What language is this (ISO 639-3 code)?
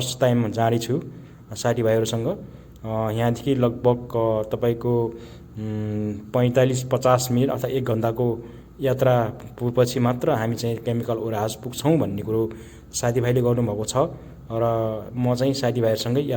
nep